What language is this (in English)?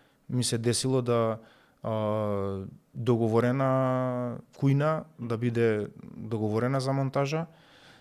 Macedonian